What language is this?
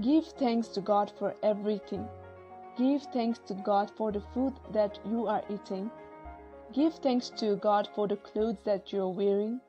Konyak Naga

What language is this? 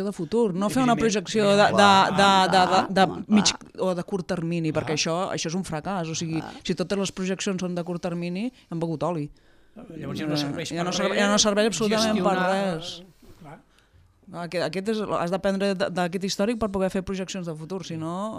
Catalan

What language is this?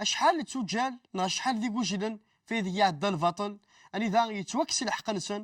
Kabyle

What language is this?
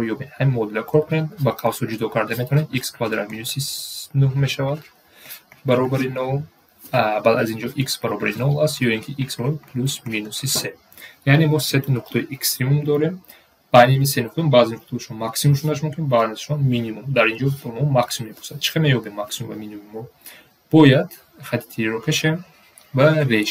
Tajik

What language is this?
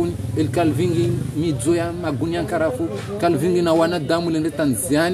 Ngazidja Comorian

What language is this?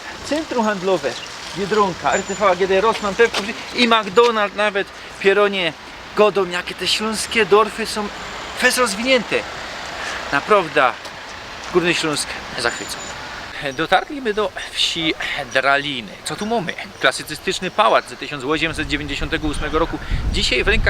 Silesian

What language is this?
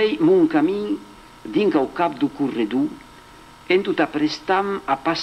Occitan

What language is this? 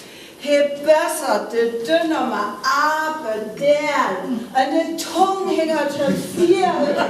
Northern Frisian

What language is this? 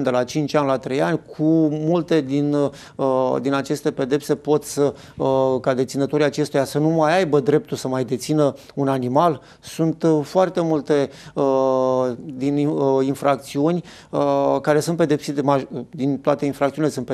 Romanian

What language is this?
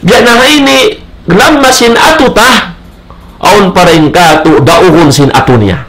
Tausug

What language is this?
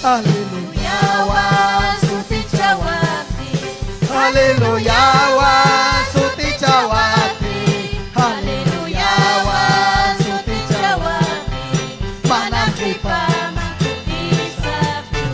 Ayacucho Quechua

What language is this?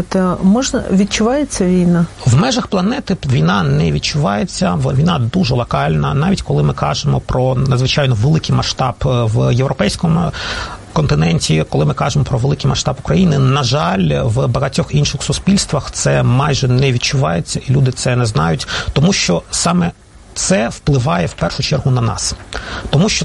Ukrainian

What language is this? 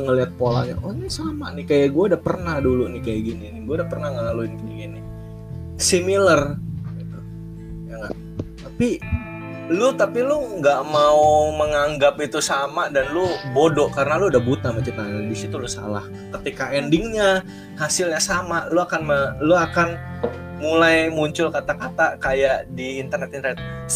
Indonesian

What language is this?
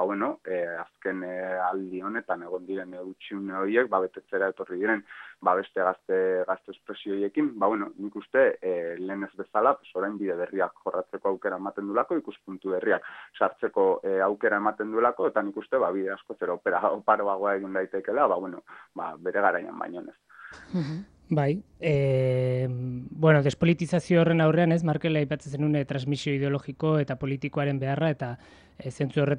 Basque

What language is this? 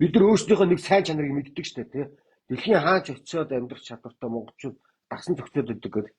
Mongolian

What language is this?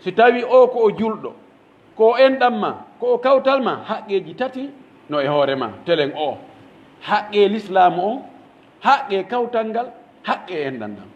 Pular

